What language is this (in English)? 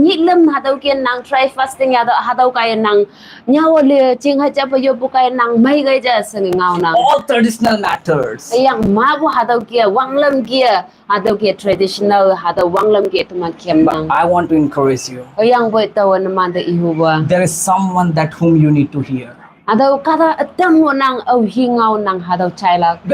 Konyak Naga